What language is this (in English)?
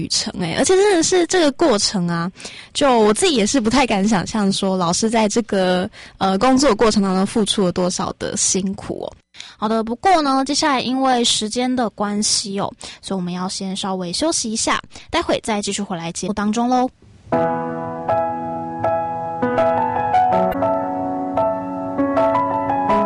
Chinese